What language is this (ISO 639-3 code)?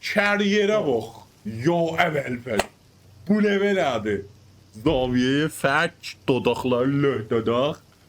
azb